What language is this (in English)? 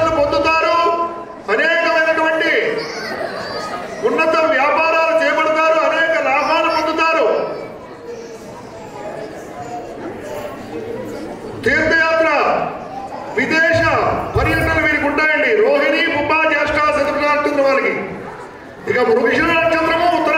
Telugu